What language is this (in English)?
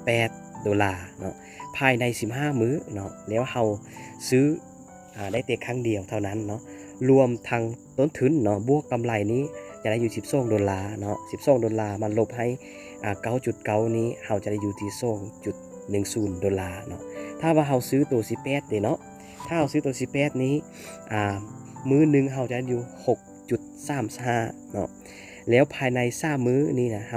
Lao